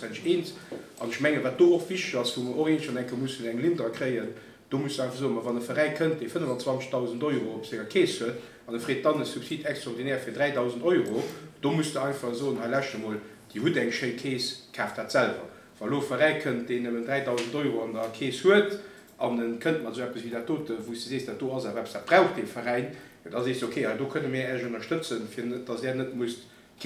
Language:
Luxembourgish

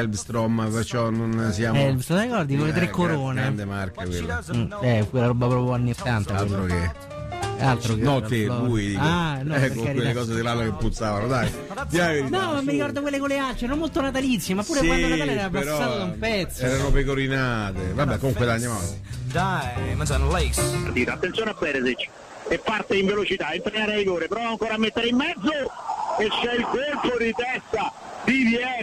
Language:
Italian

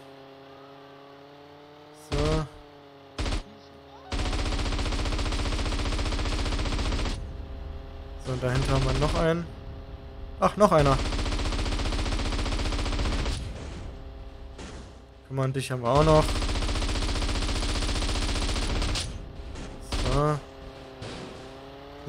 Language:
German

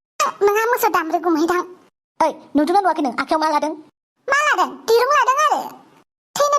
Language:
Bodo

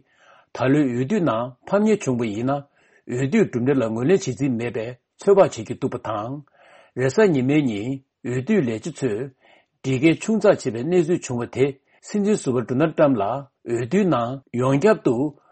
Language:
Tibetan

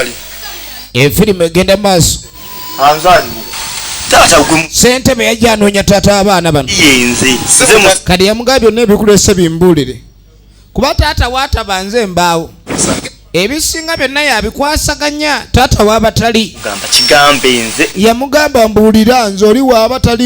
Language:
Ganda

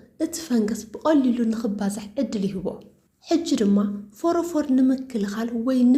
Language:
Tigrinya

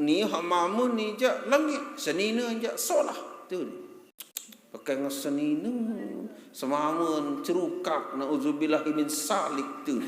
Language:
Sasak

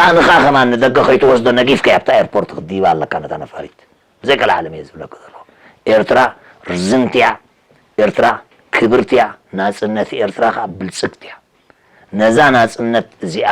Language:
Tigrinya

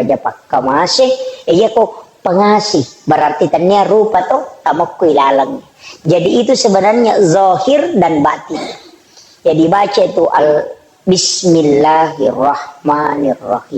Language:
Buginese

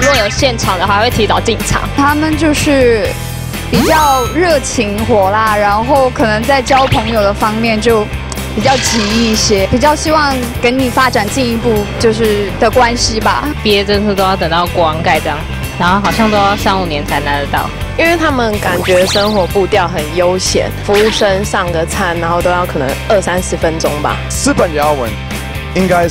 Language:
Chinese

